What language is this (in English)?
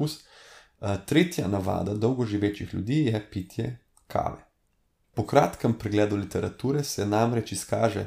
Slovenian